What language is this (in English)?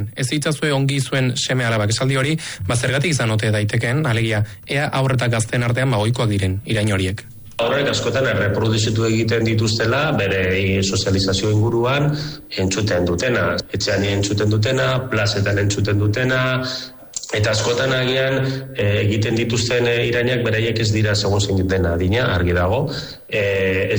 Basque